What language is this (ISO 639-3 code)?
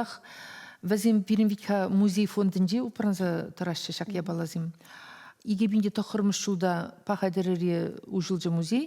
chv